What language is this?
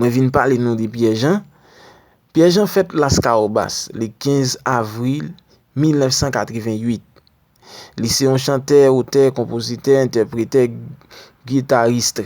Haitian Creole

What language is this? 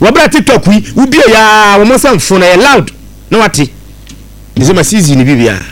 Akan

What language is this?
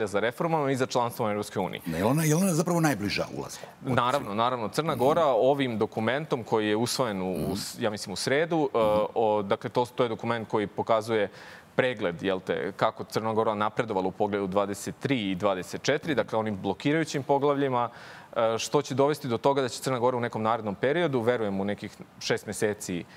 Serbian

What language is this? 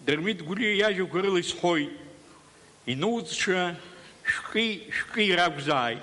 Abkhazian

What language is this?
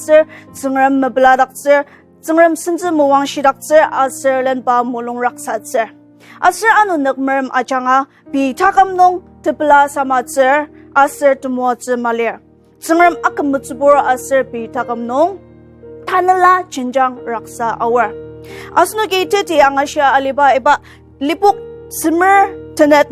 Ao Naga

